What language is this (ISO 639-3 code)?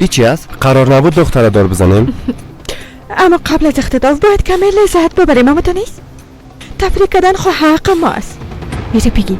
fas